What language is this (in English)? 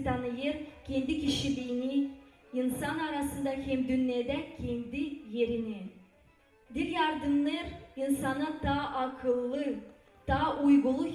Gagauz